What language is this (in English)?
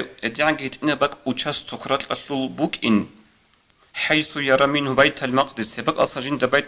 Avaric